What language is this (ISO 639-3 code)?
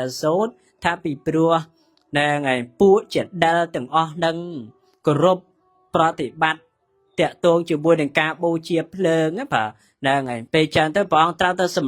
khm